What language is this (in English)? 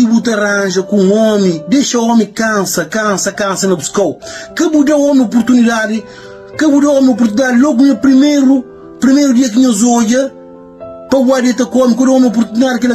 Kabuverdianu